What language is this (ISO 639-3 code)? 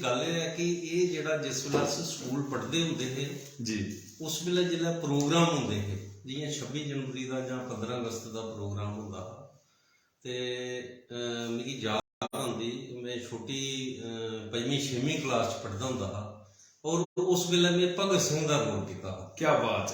doi